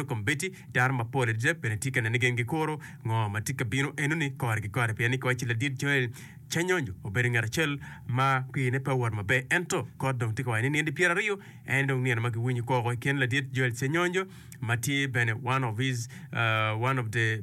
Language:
Acoli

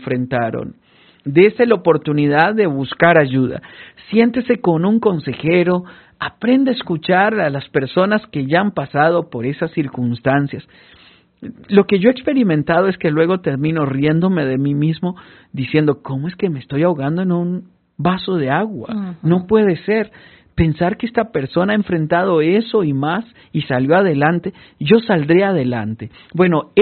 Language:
Spanish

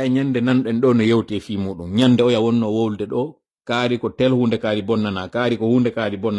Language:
Fula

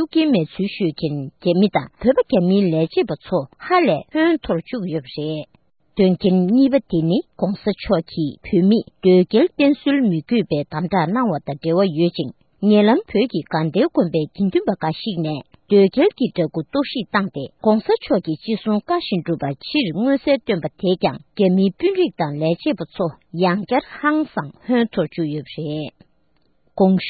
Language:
Tibetan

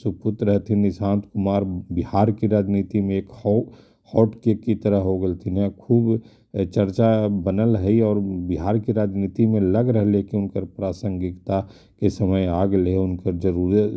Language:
Magahi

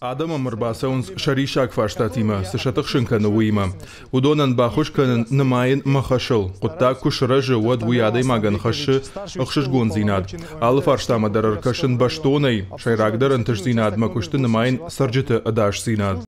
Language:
Ossetic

